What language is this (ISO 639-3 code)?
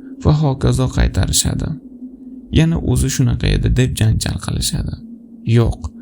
uzb